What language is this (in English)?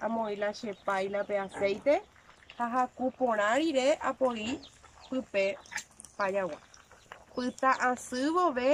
Guarani